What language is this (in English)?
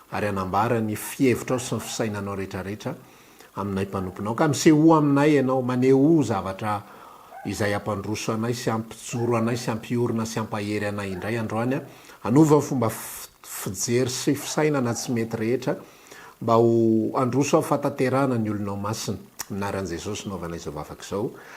Malagasy